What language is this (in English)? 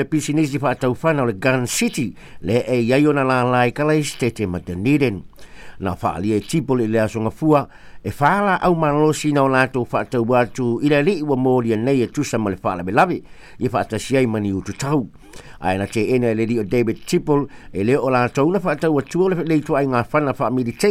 Samoan